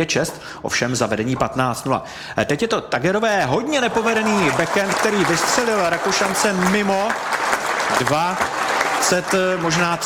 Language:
Czech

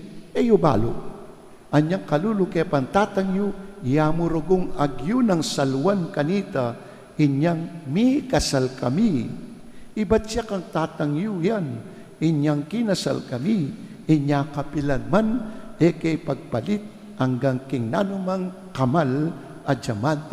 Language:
Pampanga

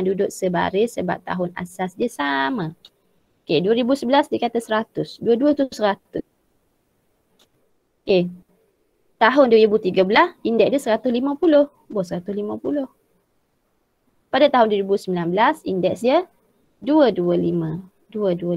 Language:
Malay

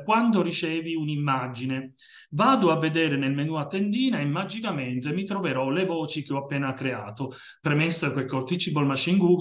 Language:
Italian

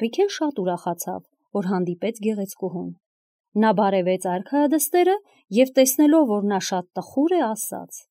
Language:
Armenian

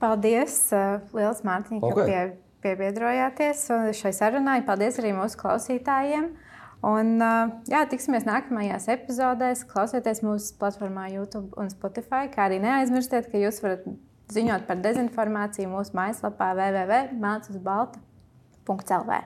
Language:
Latvian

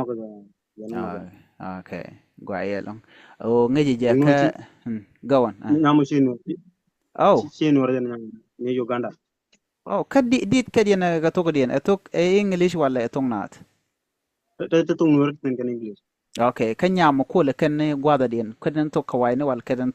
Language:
Nuer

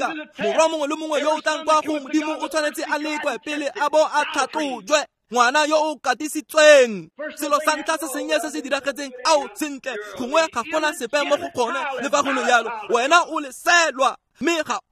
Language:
Tswana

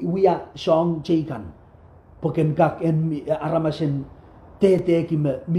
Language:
Pohnpeian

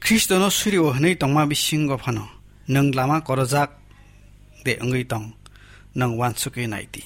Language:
Kok Borok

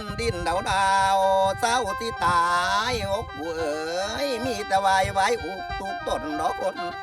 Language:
Northeastern Thai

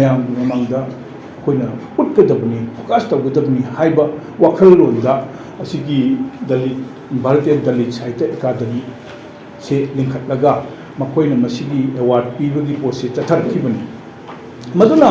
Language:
Manipuri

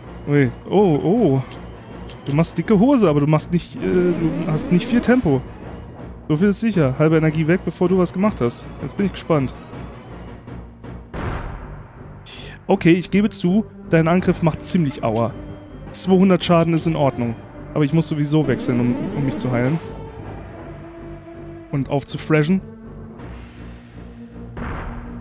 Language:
German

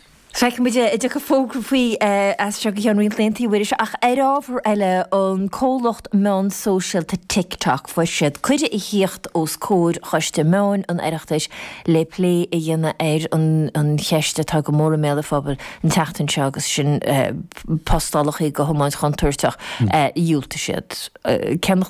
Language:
Irish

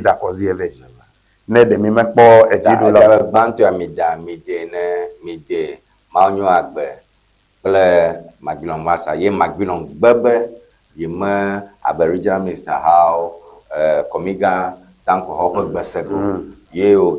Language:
Ewe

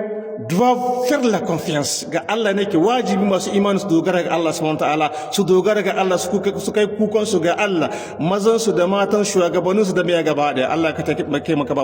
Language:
Hausa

